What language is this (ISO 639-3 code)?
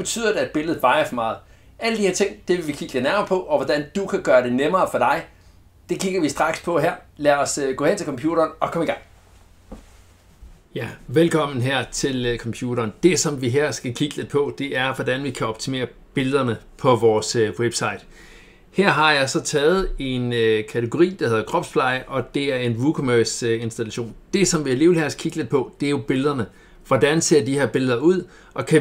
dan